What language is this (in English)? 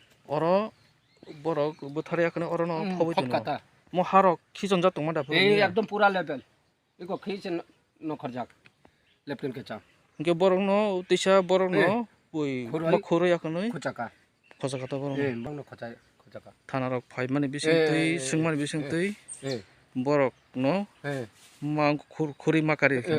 Kok Borok